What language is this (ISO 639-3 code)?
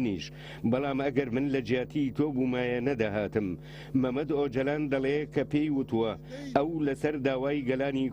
ckb